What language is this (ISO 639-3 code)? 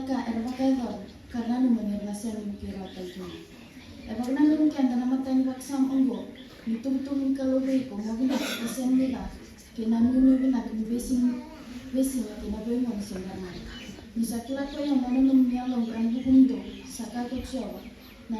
fij